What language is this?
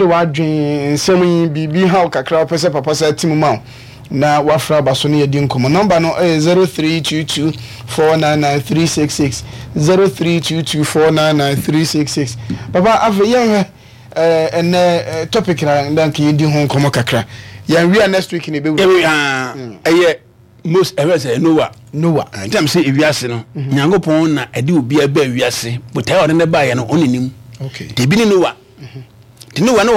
Akan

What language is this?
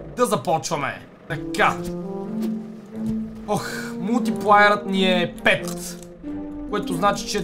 Bulgarian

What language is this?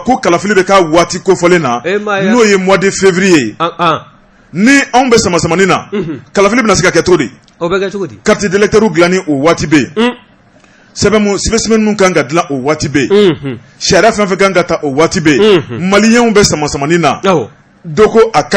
Bambara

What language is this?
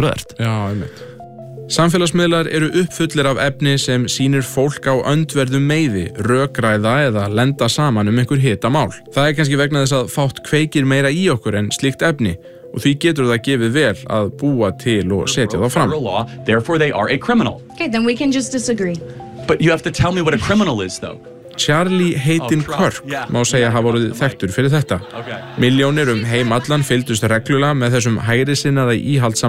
Icelandic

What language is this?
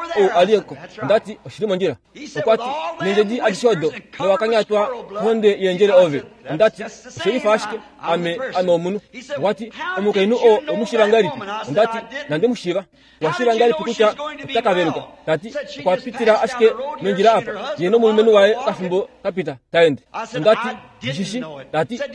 Kuanyama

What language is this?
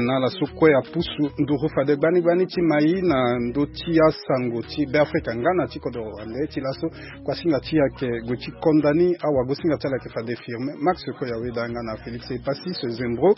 Sango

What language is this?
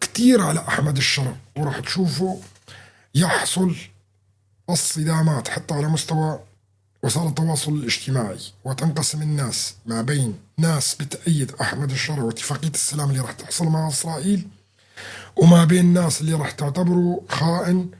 North Levantine Arabic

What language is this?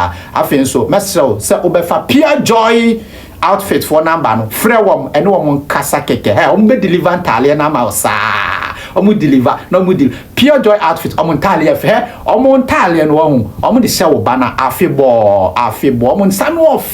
Akan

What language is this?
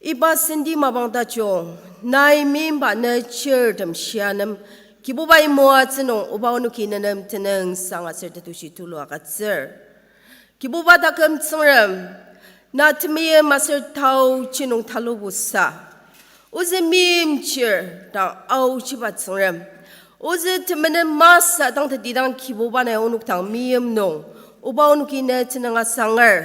Ao Naga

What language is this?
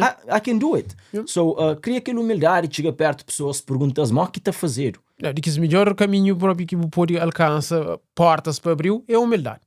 Kabuverdianu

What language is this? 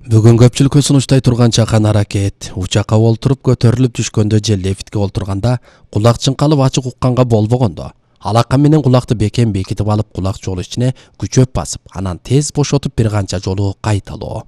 Kyrgyz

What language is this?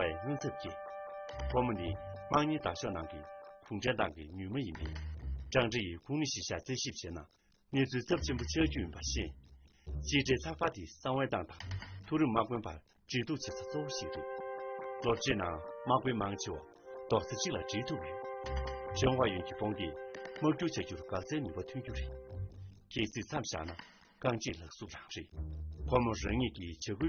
Tibetan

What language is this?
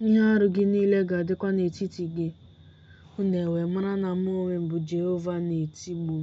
Igbo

